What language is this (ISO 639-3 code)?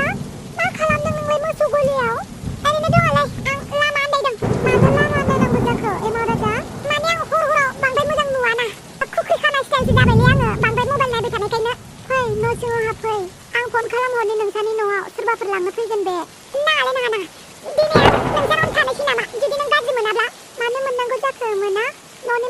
brx